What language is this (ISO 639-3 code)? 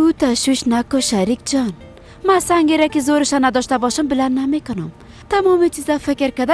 fas